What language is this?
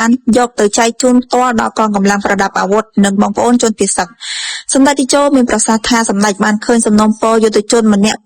Khmer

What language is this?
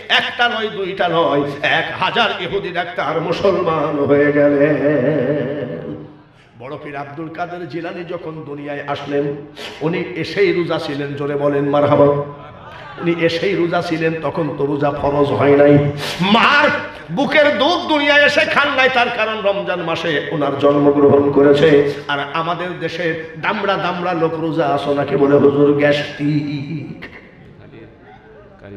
Bangla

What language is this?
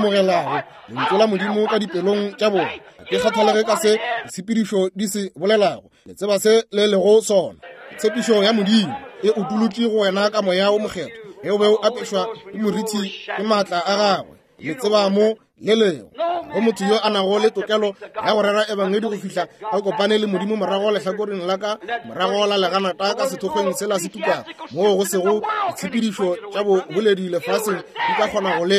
Northern Sotho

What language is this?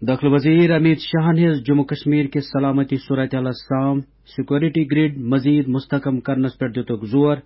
Kashmiri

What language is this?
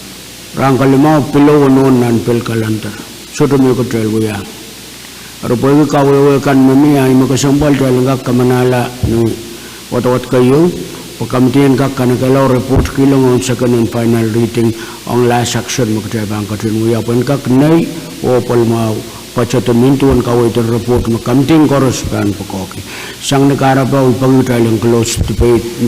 Pohnpeian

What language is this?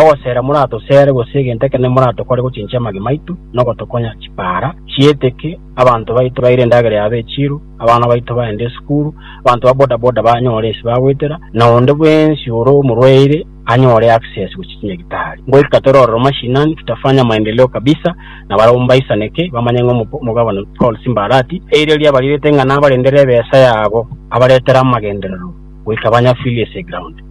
Gusii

